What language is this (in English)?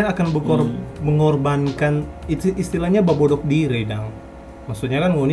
Manado Malay